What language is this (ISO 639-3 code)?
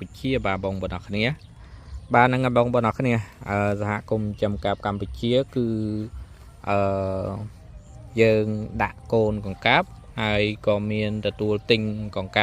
khm